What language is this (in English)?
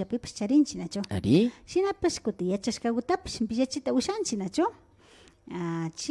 Imbabura Highland Quichua